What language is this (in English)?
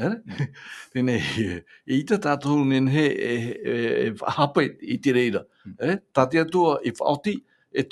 Tahitian